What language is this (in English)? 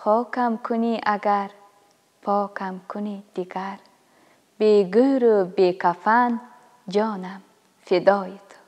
Tajik